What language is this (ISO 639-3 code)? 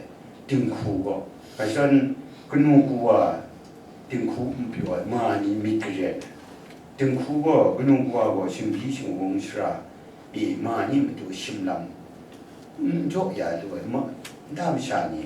kac